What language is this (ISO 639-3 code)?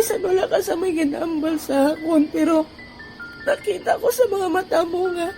hil